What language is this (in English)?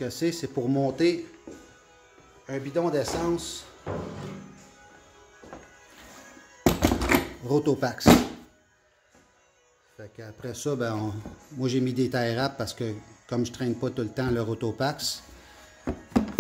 French